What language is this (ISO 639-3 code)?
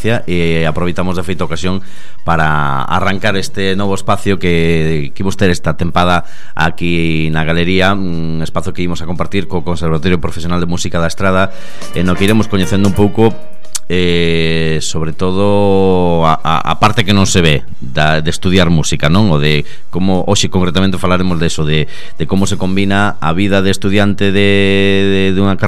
glg